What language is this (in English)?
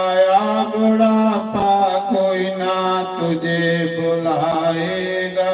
Dogri